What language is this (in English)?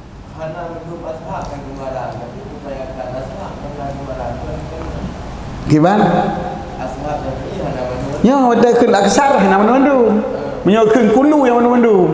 Achinese